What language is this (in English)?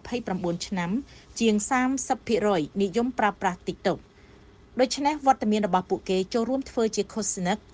Khmer